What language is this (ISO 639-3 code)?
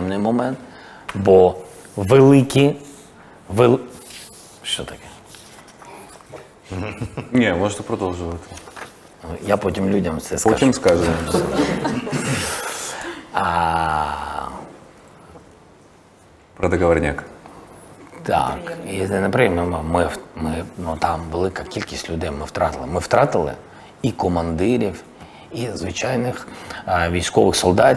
ukr